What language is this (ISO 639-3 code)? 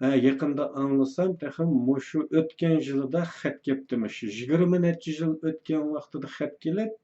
uig